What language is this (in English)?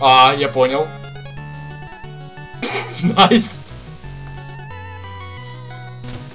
Russian